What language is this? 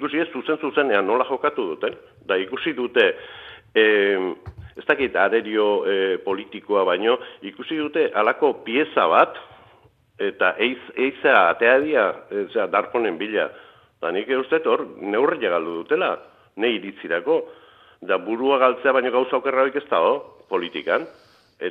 Basque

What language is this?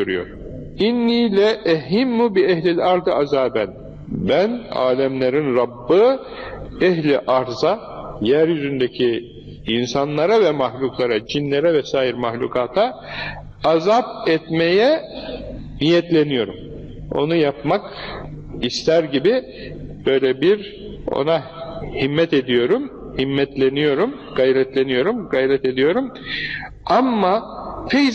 Turkish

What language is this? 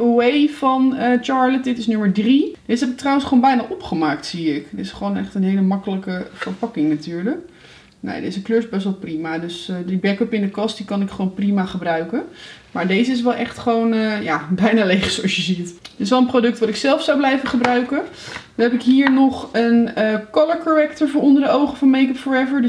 Dutch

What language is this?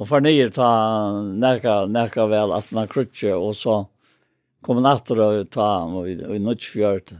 Faroese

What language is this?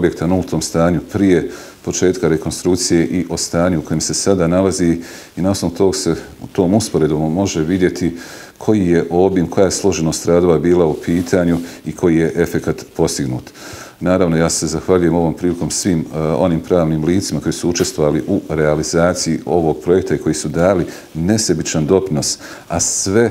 Bosnian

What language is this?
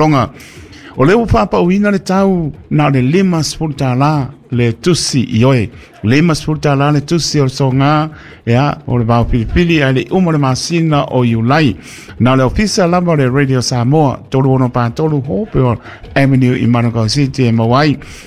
Samoan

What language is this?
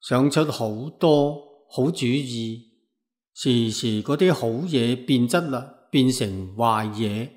Cantonese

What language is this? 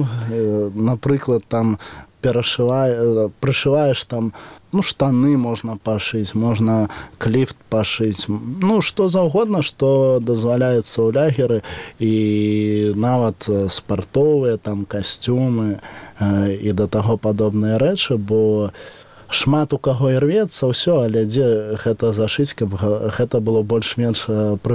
Belarusian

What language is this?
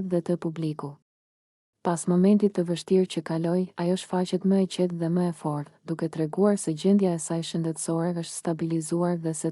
Albanian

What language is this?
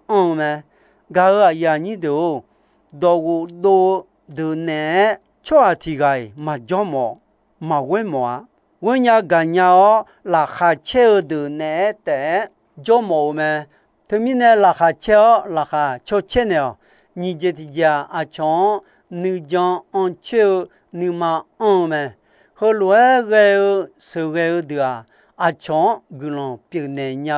Akha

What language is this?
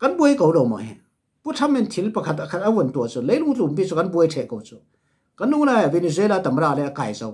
Falam Chin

